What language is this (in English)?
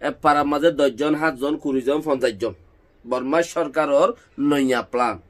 Rohingya